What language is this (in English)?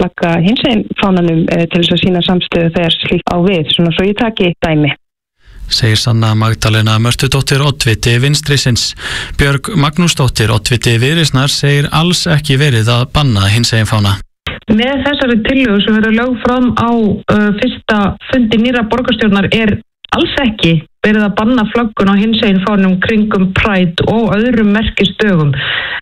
Icelandic